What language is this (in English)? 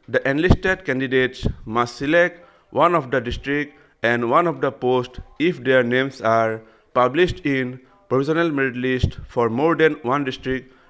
Assamese